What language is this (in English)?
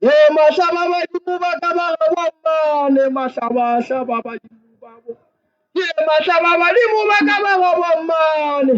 Northern Sotho